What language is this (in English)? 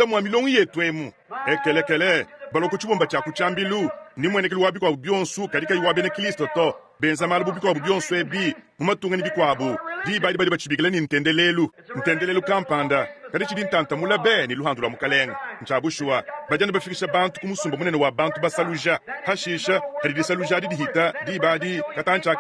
Luba-Lulua